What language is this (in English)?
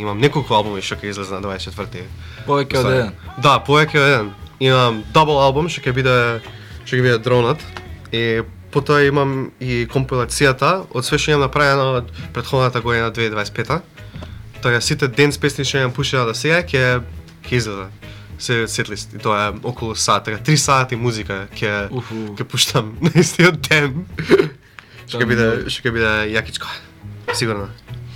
Macedonian